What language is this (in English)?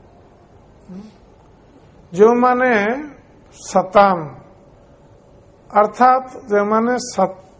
Odia